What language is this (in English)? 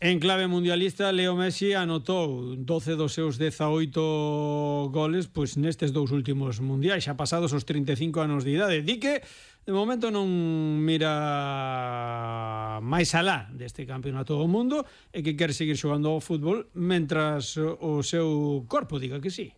Galician